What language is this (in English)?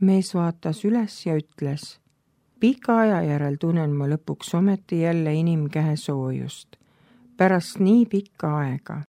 Estonian